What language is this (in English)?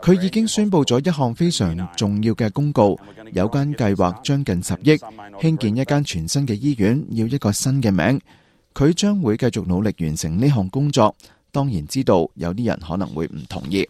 Cantonese